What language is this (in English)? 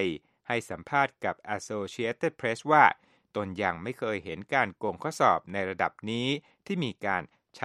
Thai